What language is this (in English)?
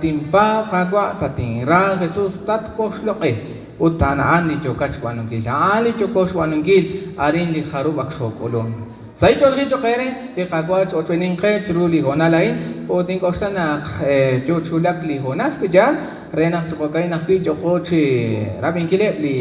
Kekchí